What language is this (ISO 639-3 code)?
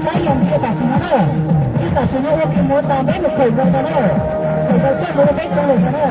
hmn